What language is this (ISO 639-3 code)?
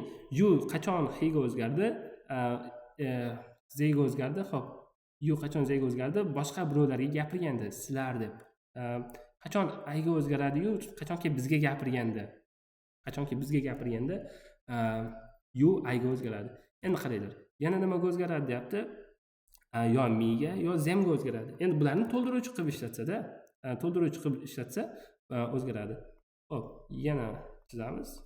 uzb